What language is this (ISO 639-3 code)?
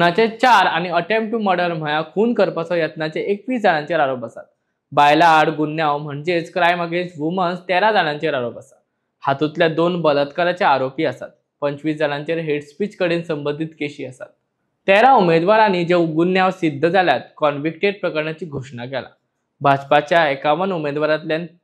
kok